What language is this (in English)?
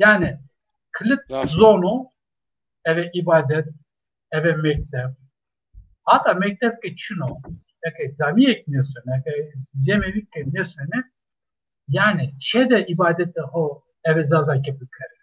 Zaza